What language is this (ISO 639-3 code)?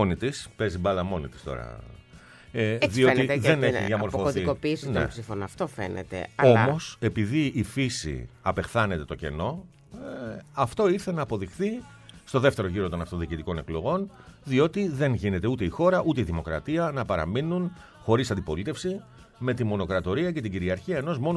ell